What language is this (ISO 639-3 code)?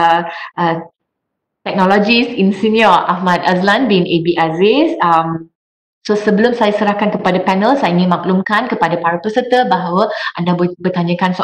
msa